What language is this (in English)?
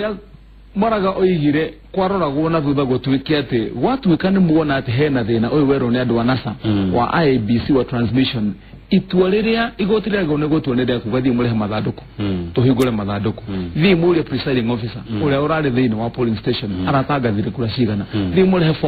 Kikuyu